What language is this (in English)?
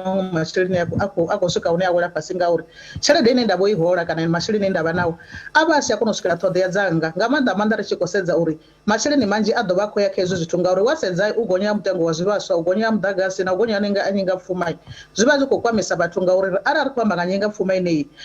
Venda